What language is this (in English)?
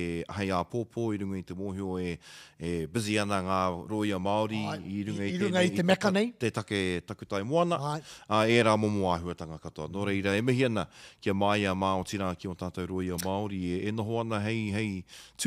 Māori